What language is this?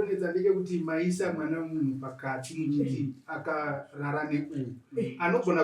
Shona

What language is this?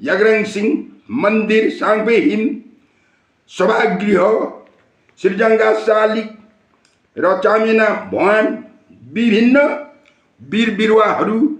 Nepali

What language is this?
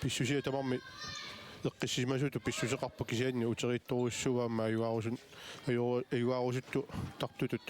Kalaallisut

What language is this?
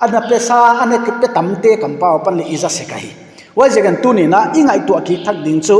Paite Chin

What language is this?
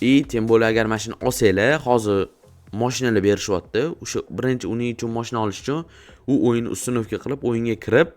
Uzbek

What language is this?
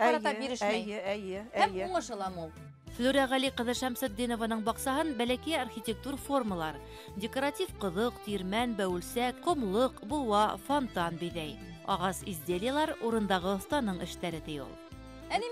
Bashkir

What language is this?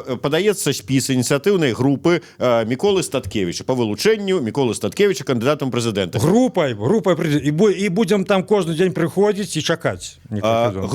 Belarusian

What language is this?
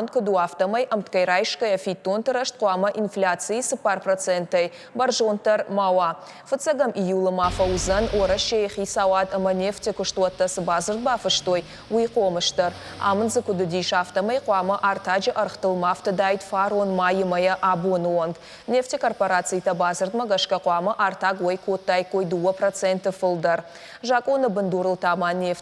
Ossetic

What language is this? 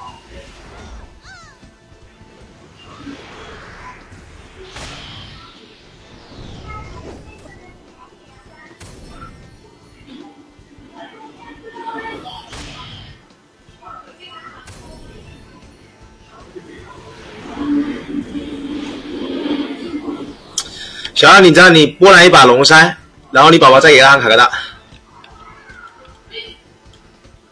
Chinese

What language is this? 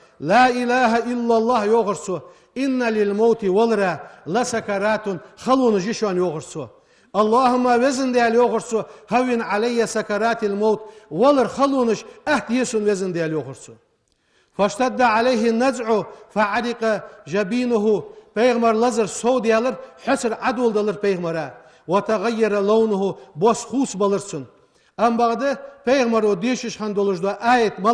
Ingush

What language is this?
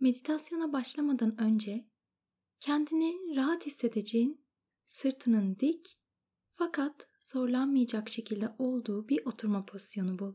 Turkish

